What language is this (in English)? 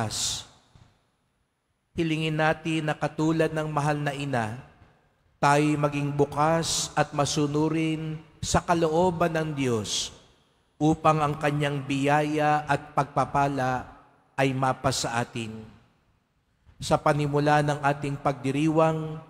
Filipino